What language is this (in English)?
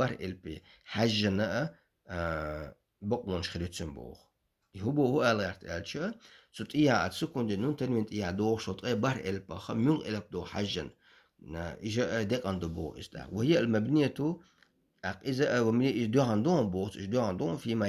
Chechen